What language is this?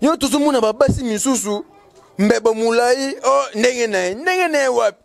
Lingala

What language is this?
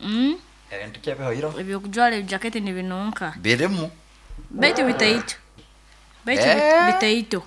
Nyoro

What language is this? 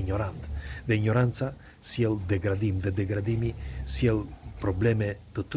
Albanian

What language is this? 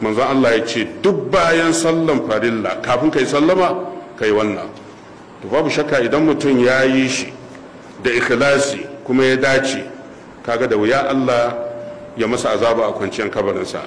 Hausa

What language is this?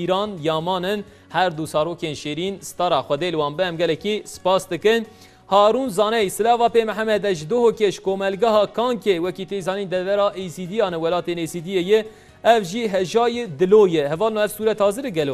Kurdish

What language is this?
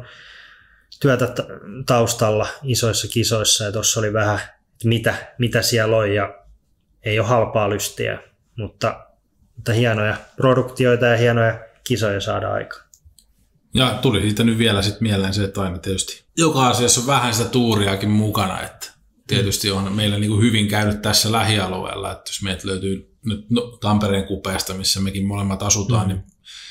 Finnish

